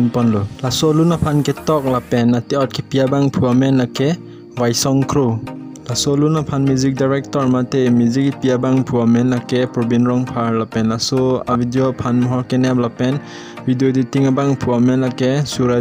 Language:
Karbi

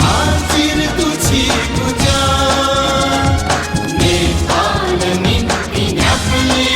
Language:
Newari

